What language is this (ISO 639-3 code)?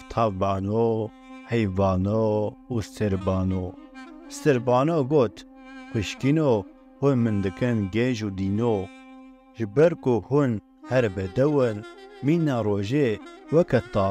kur